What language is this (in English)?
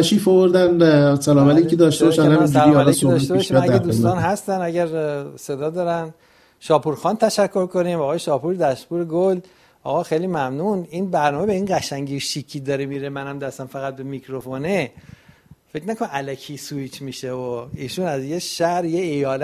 Persian